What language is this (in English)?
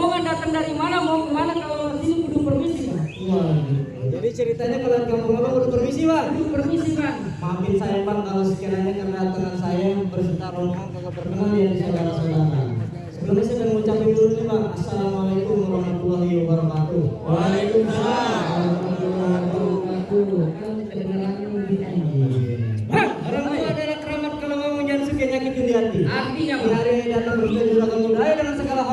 Betawi